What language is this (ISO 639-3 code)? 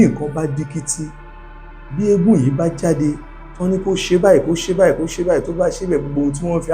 yor